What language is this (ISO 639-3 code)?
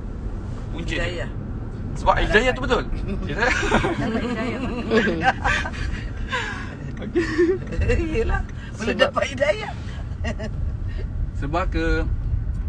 msa